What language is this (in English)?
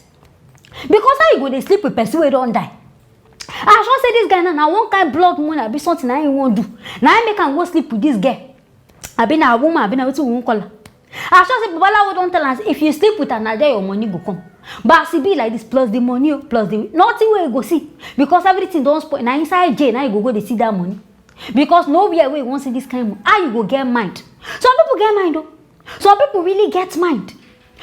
Nigerian Pidgin